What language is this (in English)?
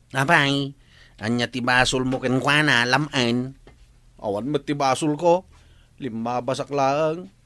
Iloko